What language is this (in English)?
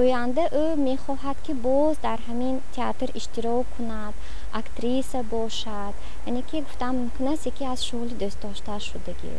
Tajik